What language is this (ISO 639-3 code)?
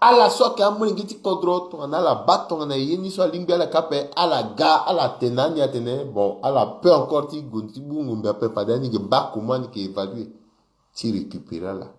sag